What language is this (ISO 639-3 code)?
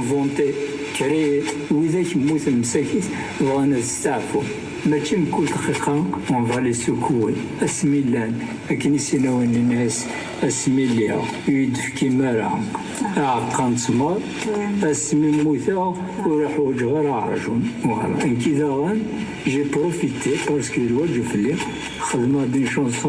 kab